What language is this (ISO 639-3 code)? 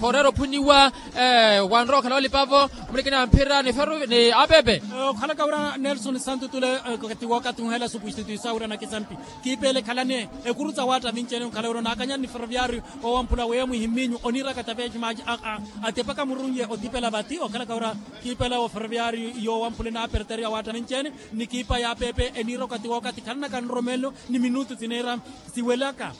vmw